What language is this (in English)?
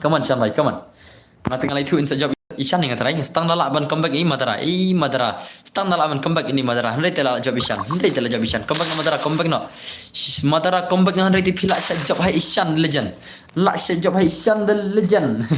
Khasi